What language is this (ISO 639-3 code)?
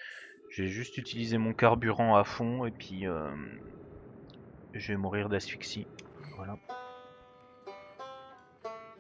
fra